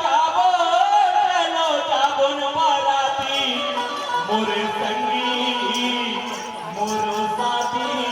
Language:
Chhattisgarhi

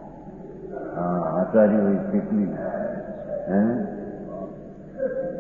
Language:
Gujarati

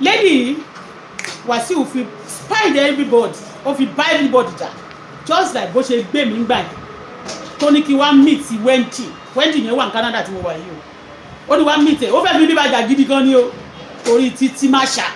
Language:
Yoruba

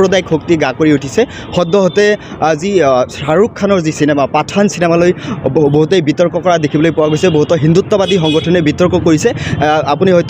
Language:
Assamese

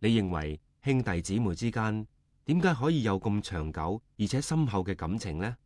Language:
Cantonese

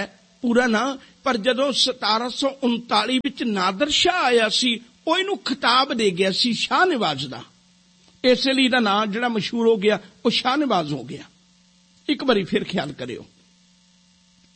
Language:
Punjabi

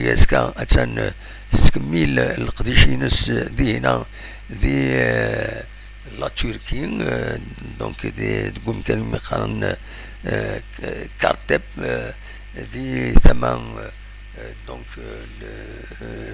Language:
Kabyle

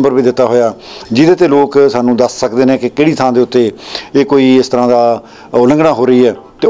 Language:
Punjabi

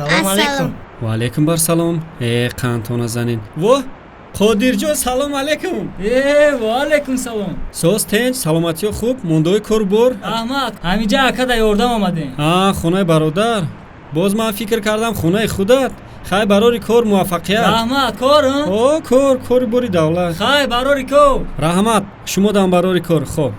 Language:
Tajik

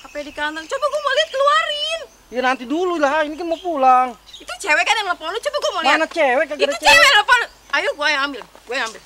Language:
Betawi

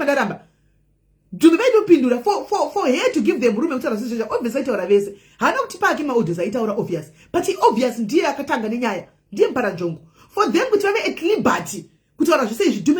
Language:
Shona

